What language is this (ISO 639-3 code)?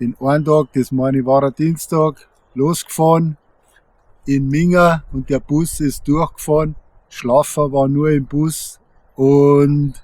bar